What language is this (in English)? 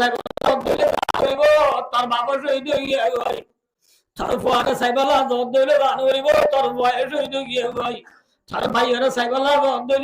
Rohingya